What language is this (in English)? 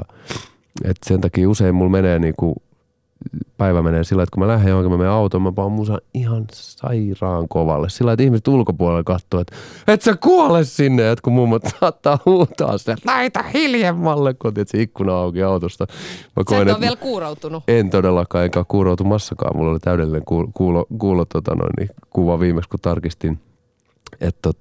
Finnish